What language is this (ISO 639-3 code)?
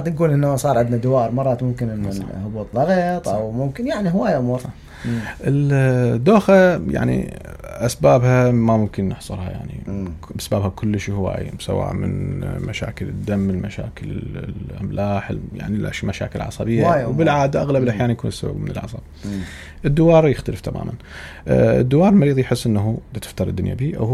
acm